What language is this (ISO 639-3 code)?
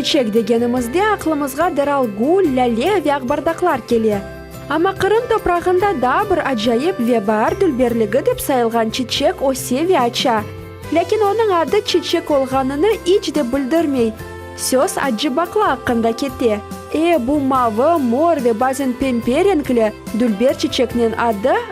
crh